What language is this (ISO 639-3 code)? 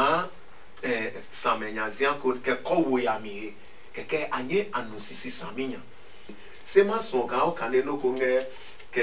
ada